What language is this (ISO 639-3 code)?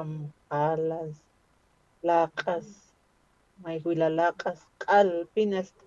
aym